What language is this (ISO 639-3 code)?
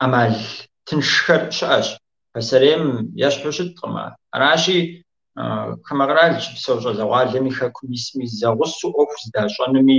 kbd